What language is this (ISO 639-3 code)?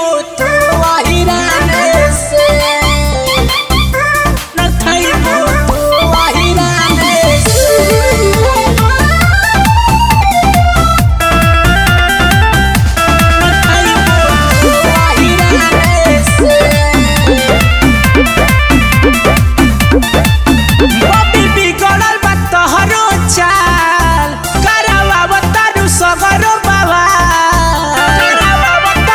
bho